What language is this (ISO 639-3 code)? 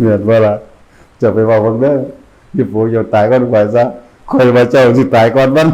tts